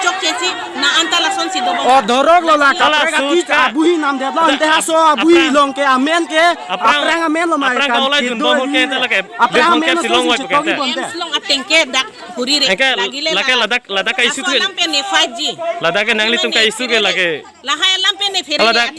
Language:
Karbi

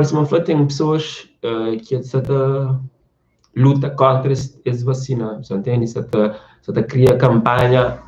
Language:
Kabuverdianu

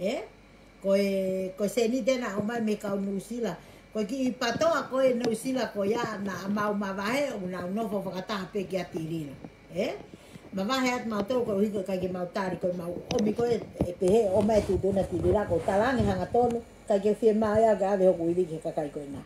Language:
Tongan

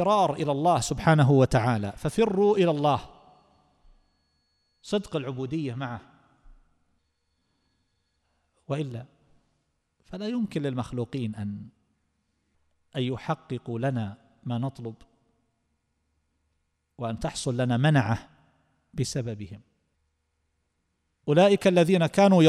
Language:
Arabic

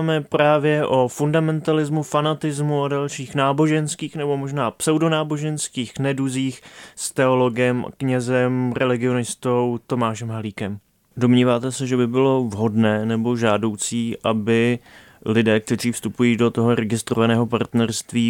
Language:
Czech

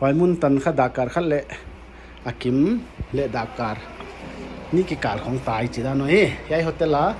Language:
Paite Chin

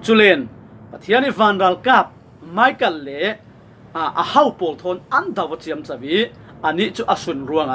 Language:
Falam Chin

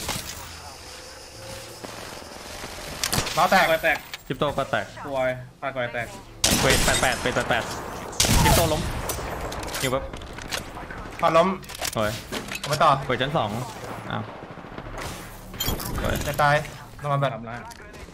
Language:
Thai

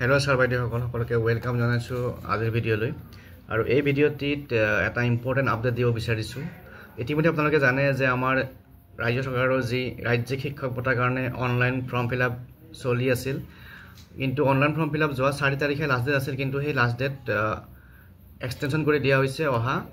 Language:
Assamese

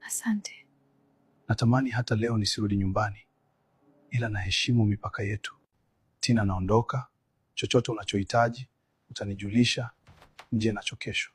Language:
Swahili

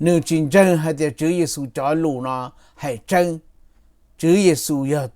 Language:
Hmong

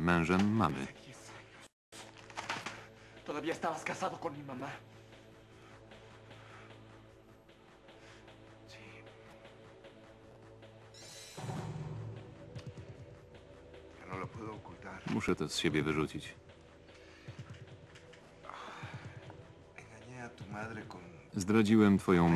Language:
Polish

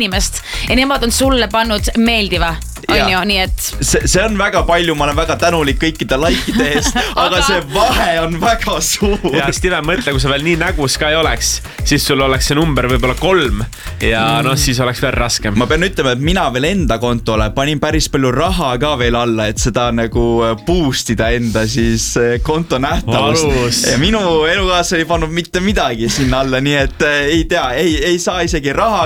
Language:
Estonian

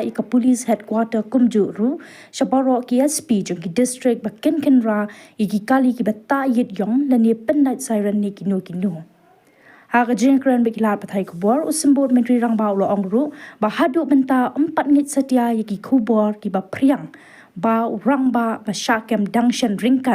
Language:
Khasi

